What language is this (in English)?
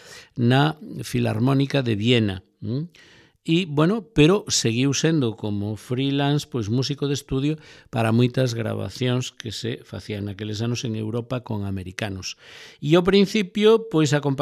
Galician